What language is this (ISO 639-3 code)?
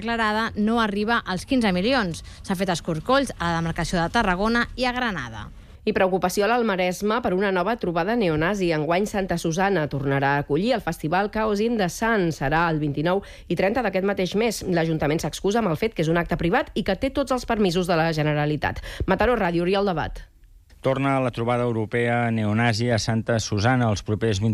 cat